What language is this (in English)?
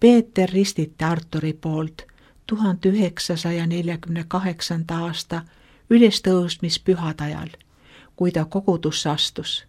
Estonian